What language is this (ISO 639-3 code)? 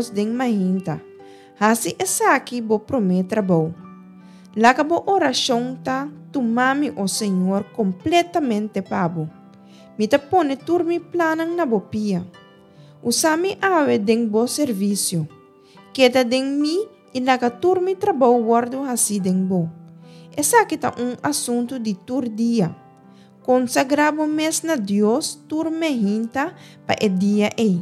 pap